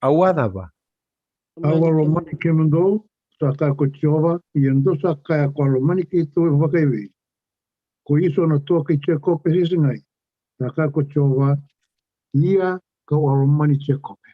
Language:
Fijian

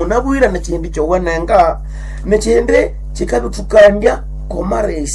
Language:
Nande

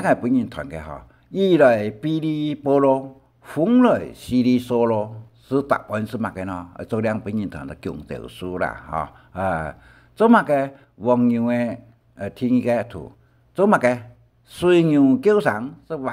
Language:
Hakka Chinese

